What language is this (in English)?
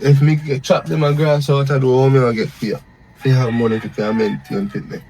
Jamaican Creole English